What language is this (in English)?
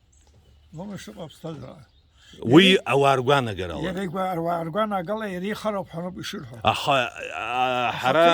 Abkhazian